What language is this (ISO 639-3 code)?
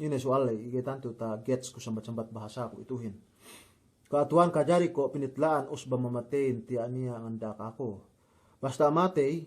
yka